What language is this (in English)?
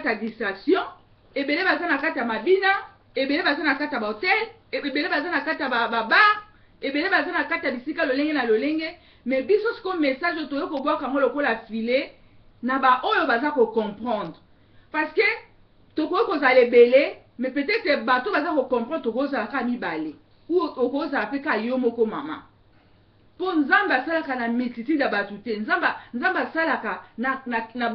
Lingala